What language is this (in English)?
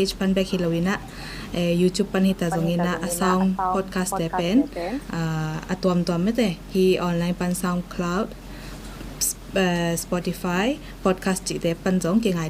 Tedim Chin